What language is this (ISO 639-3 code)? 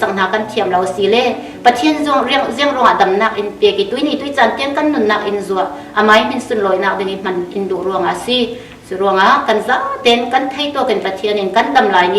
cfm